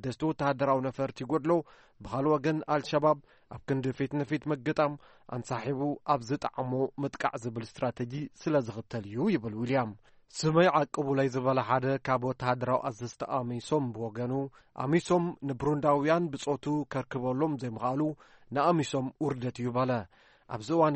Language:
Tigrinya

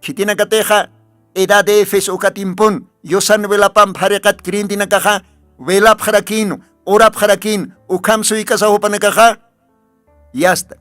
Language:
Aymara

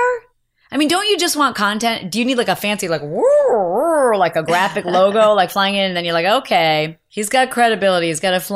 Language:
English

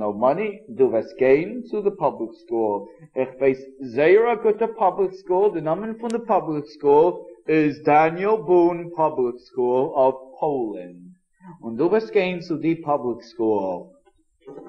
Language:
Yiddish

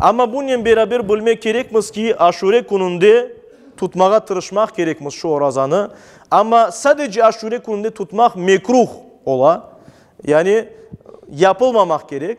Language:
Crimean Tatar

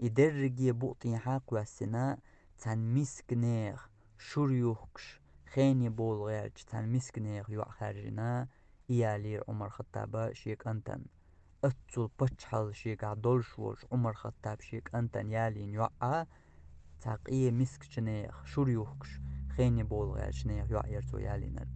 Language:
Chechen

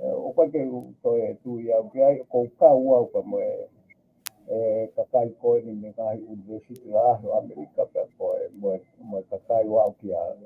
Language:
Tongan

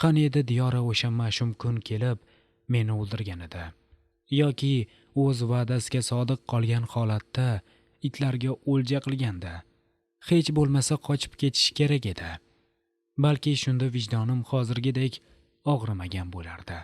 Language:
Uzbek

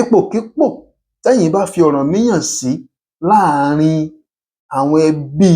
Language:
Yoruba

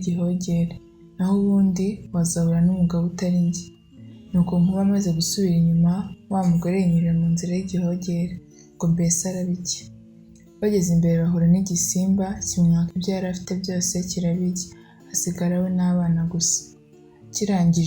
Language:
Kinyarwanda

